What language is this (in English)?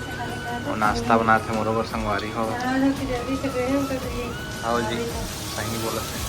Chhattisgarhi